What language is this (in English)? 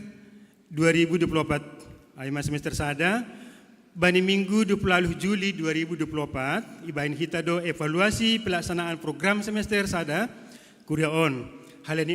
Batak Simalungun